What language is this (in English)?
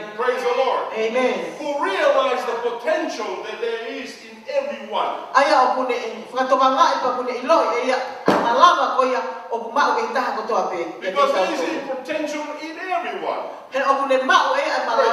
Tongan